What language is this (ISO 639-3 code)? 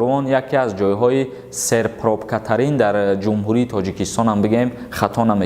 tgk